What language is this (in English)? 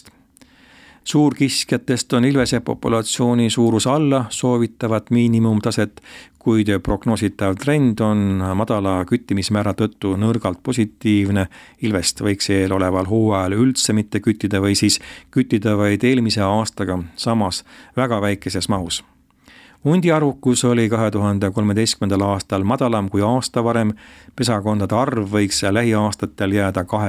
Estonian